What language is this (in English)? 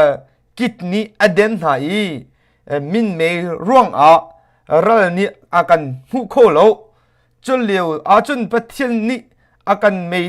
Hakha Chin